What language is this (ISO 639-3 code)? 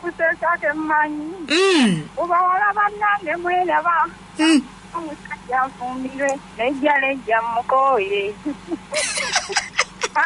lug